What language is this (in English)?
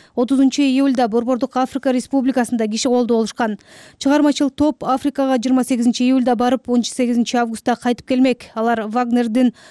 Kyrgyz